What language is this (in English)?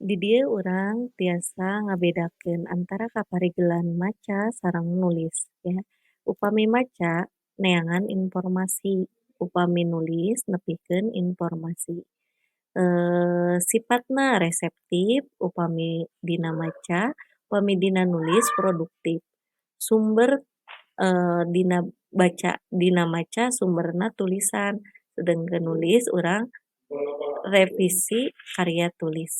Sundanese